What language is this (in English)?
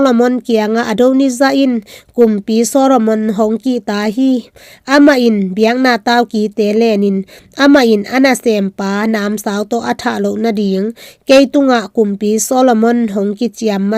Tedim Chin